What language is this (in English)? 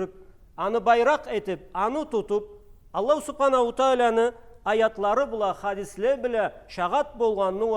Karachay-Balkar